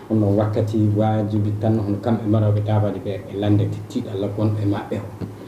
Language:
Fula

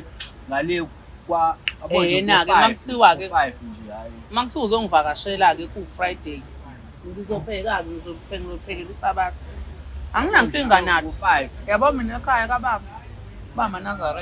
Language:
Zulu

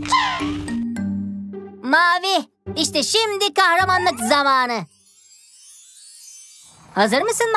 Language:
Turkish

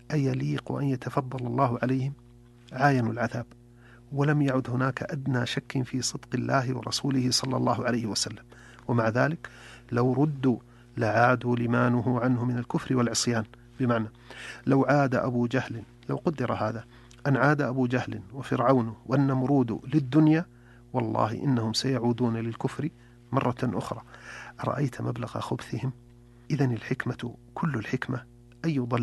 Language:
Arabic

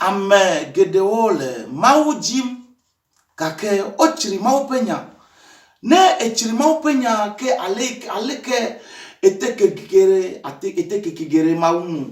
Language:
Ewe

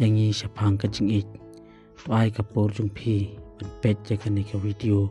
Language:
Khasi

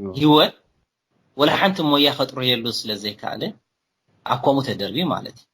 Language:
Tigrinya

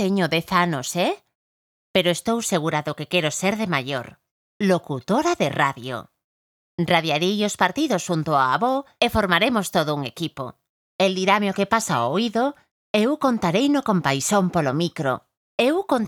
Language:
Galician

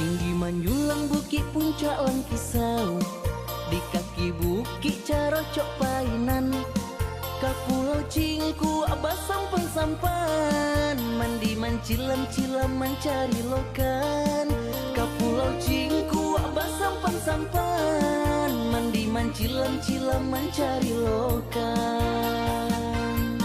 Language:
Minangkabau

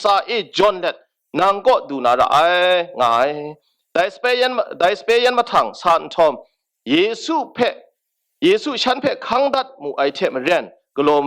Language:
Kachin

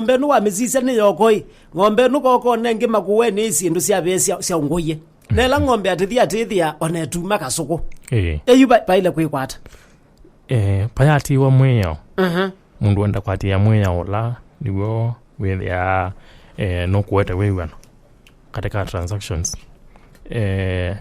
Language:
Kamba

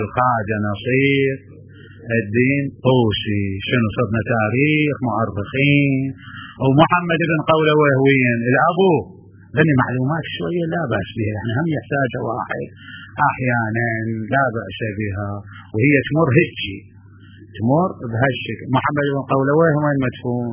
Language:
Mesopotamian Arabic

